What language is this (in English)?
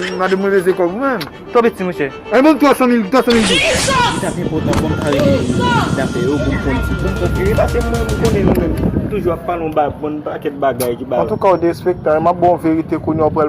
Haitian Creole